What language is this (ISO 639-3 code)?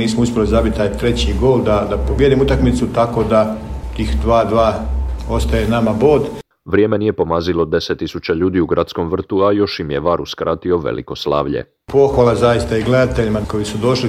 hrv